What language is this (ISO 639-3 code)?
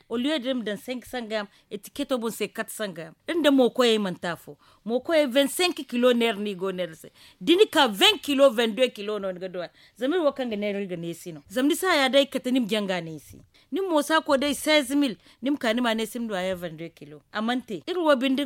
dje